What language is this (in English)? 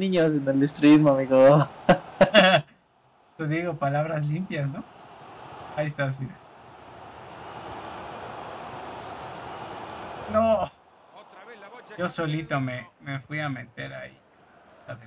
Spanish